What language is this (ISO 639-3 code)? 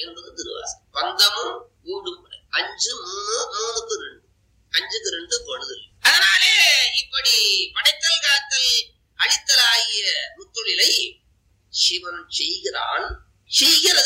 tam